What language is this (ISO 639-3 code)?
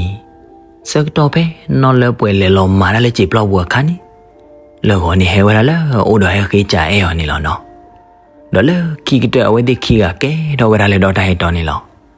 ksw